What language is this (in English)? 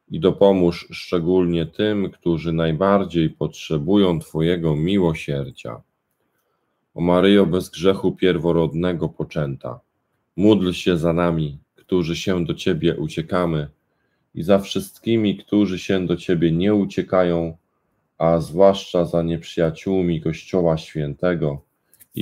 Polish